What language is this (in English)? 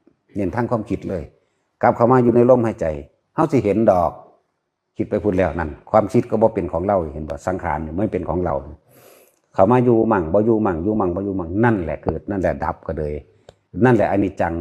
Northeastern Thai